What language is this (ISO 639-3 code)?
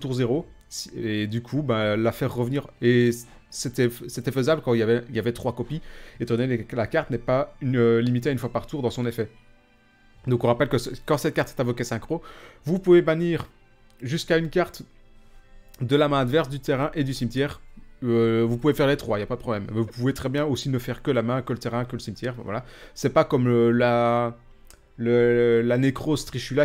fra